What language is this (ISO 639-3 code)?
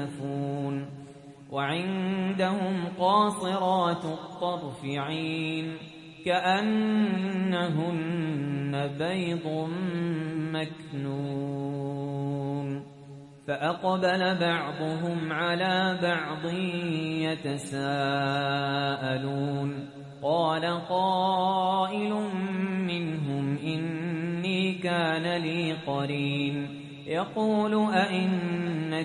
ara